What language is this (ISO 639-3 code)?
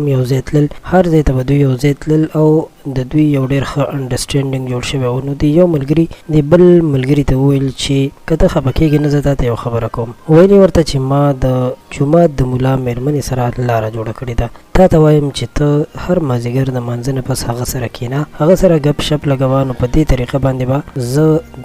pus